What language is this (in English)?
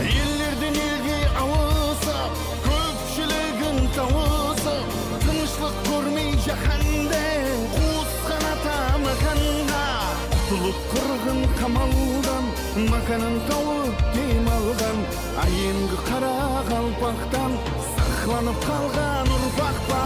Kara-Kalpak